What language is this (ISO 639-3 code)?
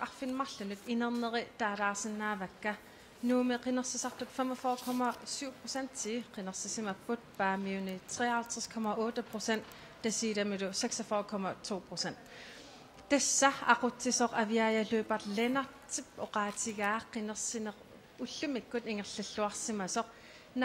kal